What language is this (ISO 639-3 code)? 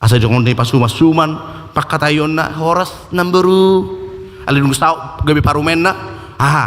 bbc